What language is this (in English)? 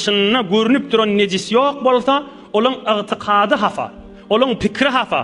Turkmen